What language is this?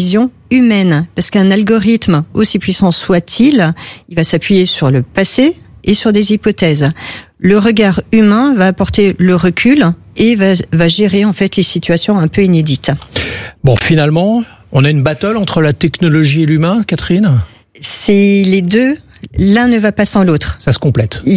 French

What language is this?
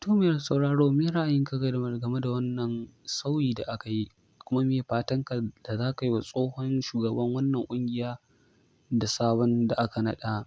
Hausa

